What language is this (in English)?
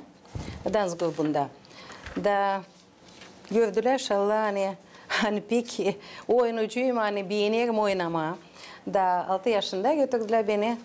Gagauz